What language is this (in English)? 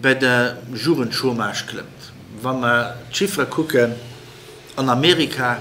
Luxembourgish